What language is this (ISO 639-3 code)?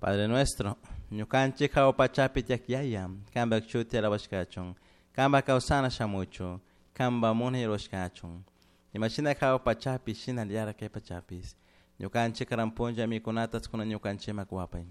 qug